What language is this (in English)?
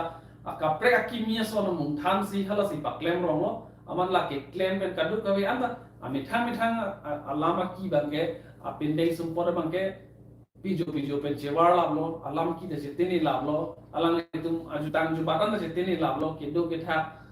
Karbi